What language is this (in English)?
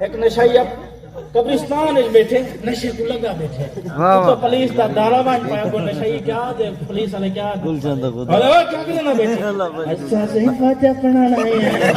Saraiki